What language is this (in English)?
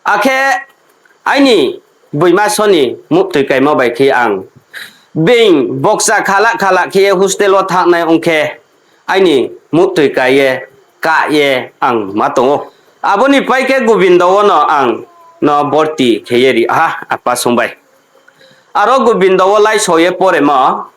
Riang (India)